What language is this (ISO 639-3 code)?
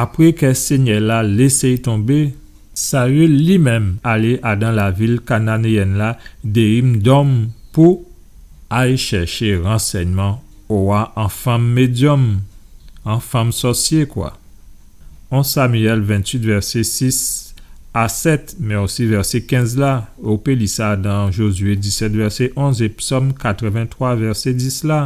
gcf